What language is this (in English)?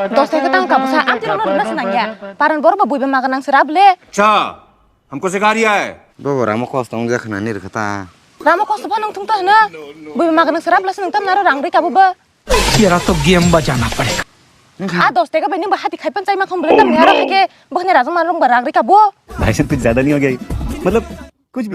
Kok Borok